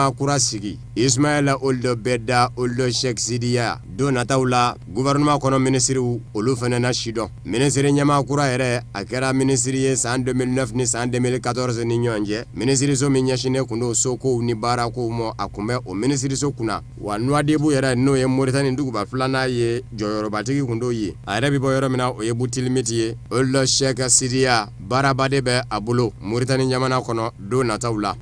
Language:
Bambara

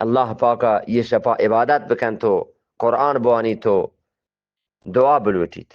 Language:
Eastern Balochi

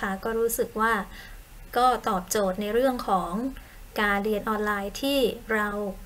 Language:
Thai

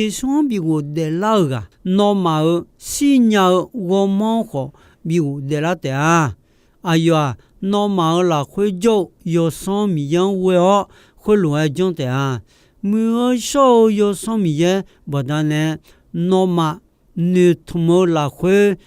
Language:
Akha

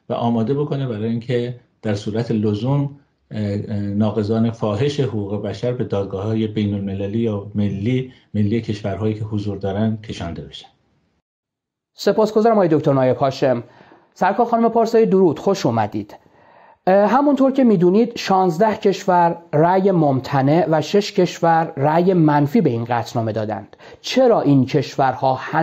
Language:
Persian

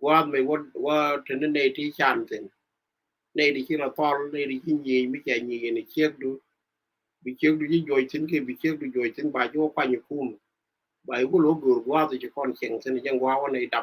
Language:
Nuer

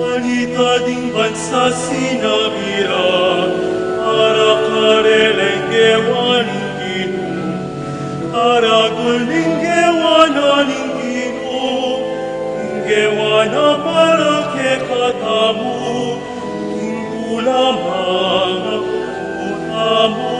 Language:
Pampanga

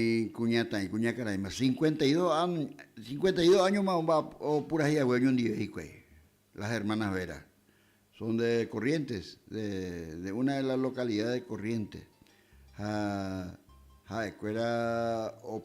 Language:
Guarani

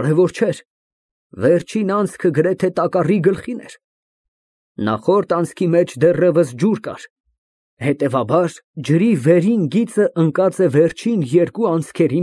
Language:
Armenian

